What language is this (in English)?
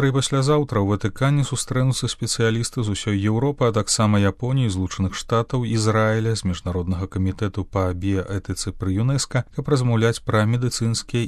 Belarusian